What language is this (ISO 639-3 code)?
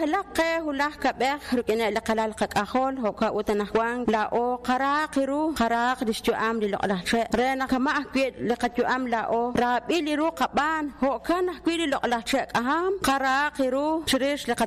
kek